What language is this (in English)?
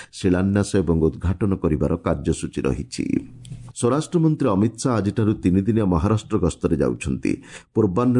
Odia